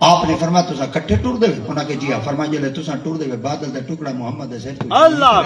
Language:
Saraiki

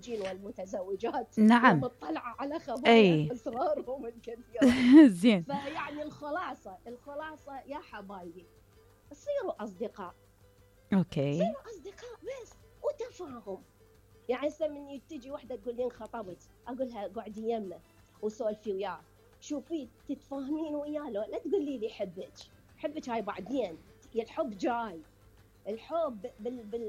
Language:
Mesopotamian Arabic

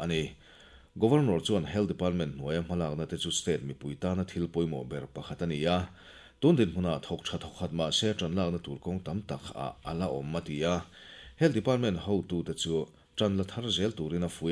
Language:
Mizo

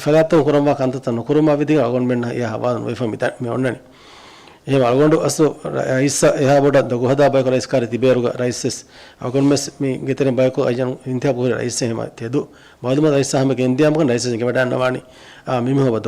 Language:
Divehi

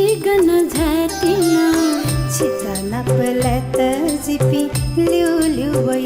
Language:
Newari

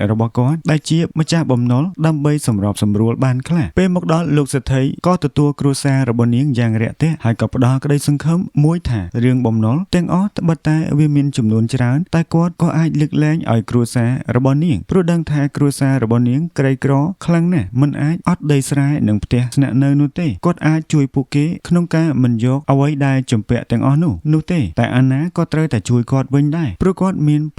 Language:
Khmer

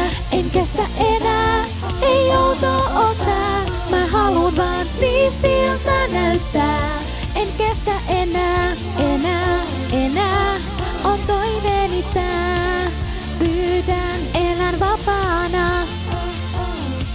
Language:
Finnish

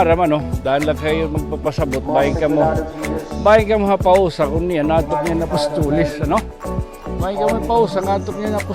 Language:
Waray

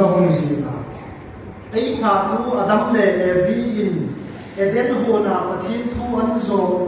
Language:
Hmar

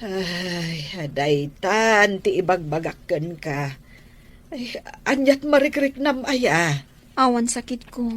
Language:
Iloko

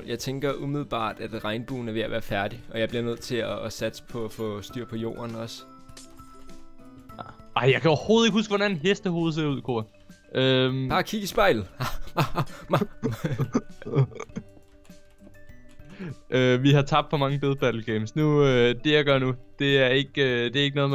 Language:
Danish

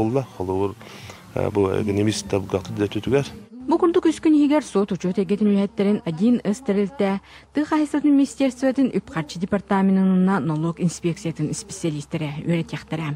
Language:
Yakut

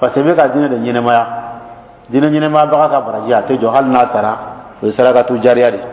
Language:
Dyula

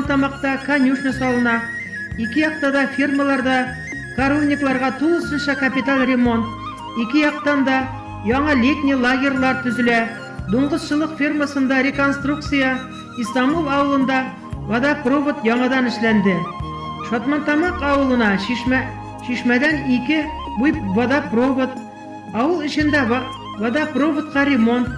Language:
Bashkir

